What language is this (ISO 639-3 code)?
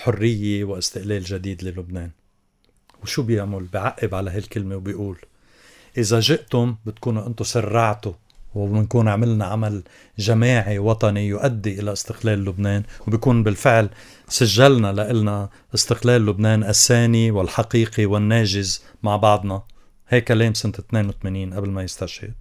apc